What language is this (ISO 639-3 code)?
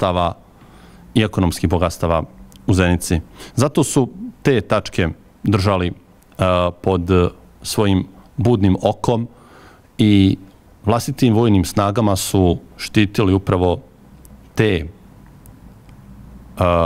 bos